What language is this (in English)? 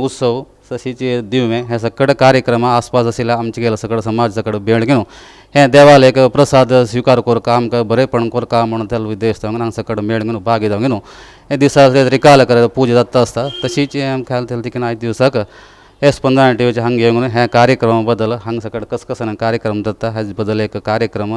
Konkani